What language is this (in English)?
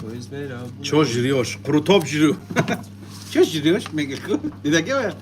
Tajik